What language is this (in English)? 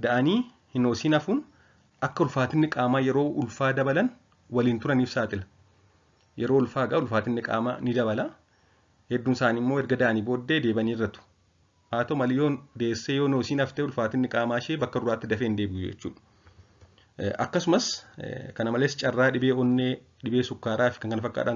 Oromo